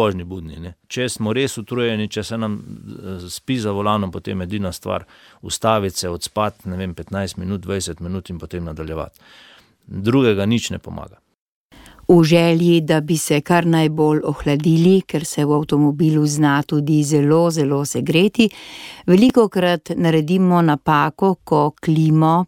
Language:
Slovenian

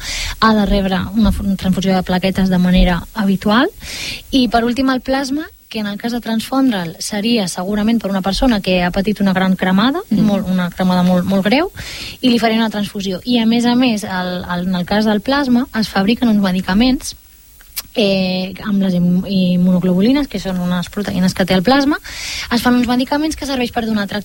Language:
Catalan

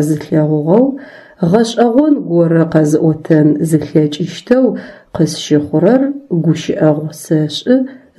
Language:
Adyghe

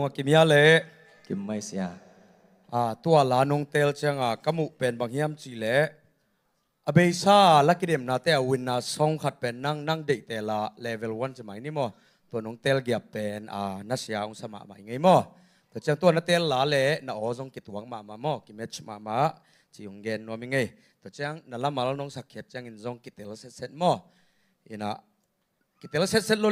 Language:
Tedim Chin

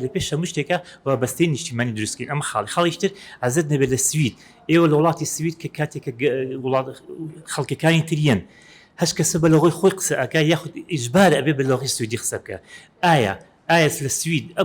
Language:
Central Kurdish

